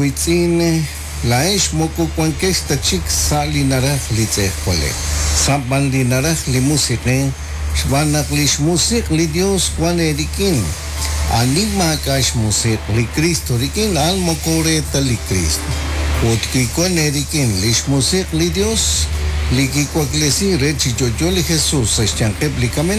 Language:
Kekchí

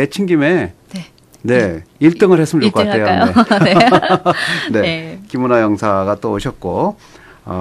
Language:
Korean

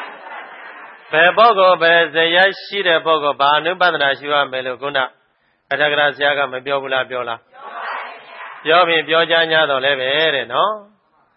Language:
Burmese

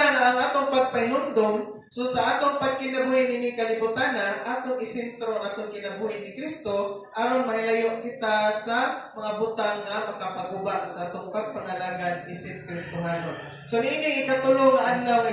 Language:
Cebuano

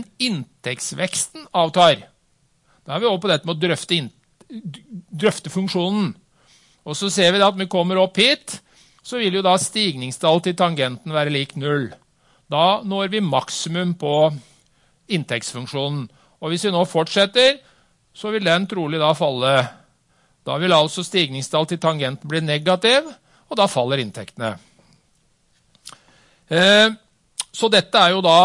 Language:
Norwegian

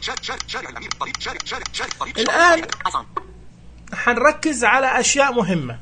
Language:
Najdi Arabic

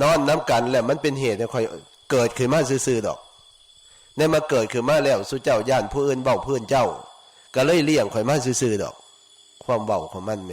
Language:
Northeastern Thai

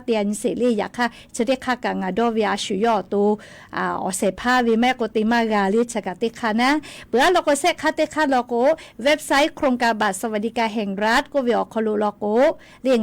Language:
Lahu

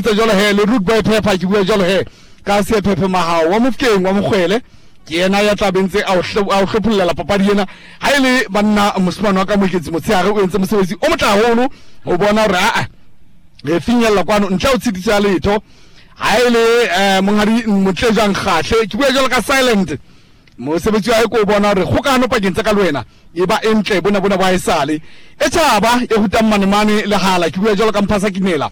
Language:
Southern Sotho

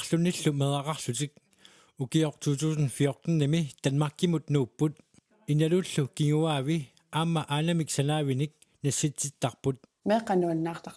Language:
Kalaallisut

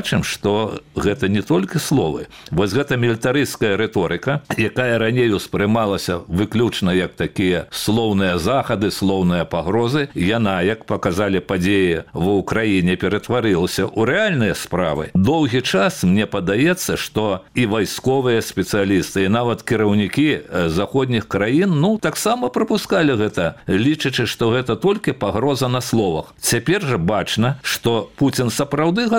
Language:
Belarusian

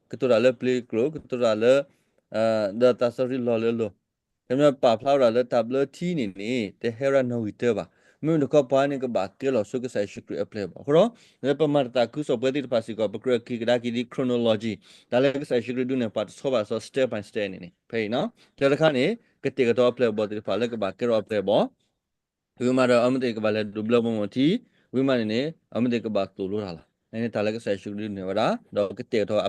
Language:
S'gaw Karen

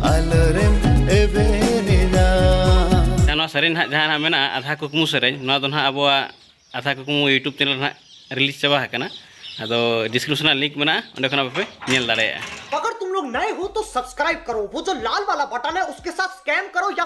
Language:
Santali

